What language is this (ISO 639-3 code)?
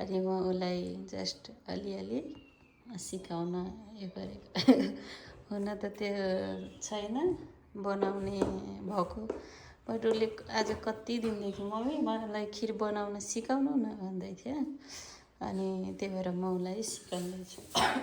nep